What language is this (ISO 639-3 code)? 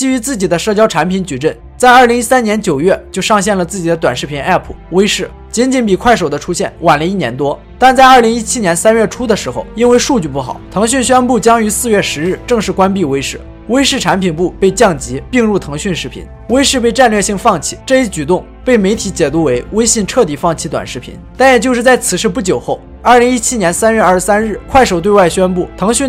zho